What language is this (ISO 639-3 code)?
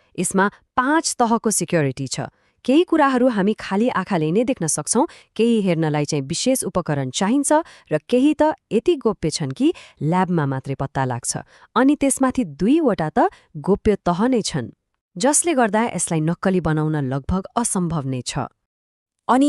nep